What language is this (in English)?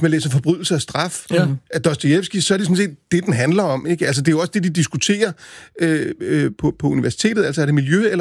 Danish